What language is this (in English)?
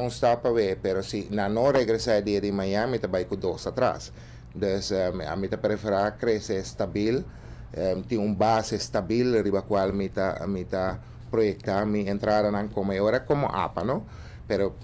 Papiamento